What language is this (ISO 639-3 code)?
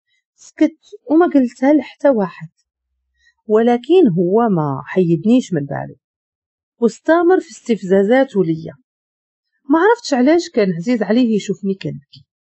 ary